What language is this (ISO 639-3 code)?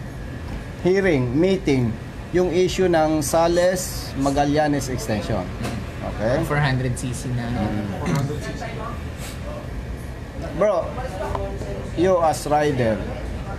fil